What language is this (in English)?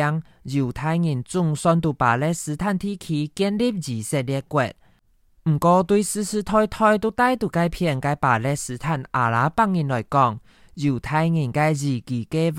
Hakka Chinese